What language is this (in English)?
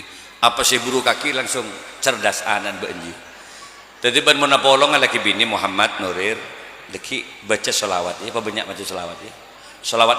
Madurese